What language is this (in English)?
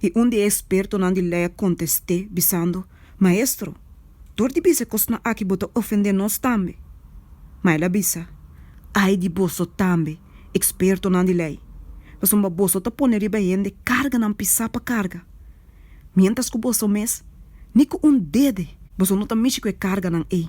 Papiamento